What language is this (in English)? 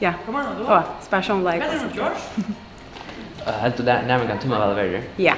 Faroese